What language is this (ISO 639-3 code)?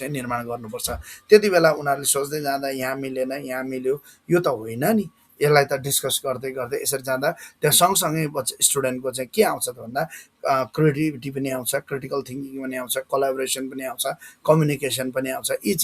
nep